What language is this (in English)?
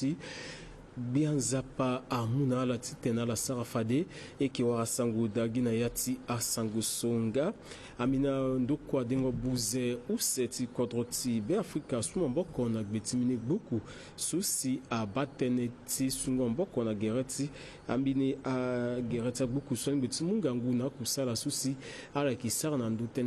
Sango